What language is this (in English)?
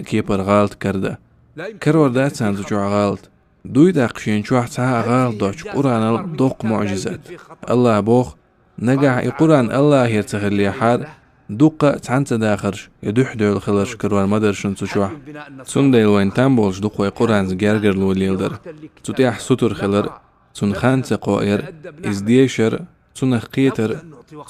Chechen